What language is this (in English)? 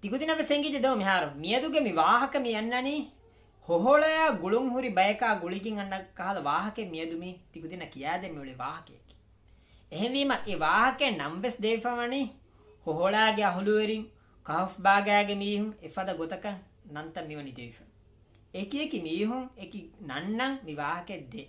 Divehi